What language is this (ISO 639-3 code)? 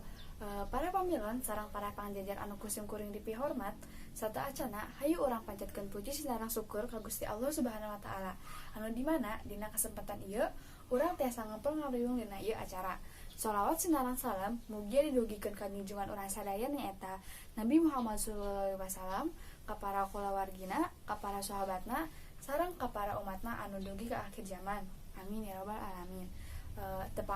sun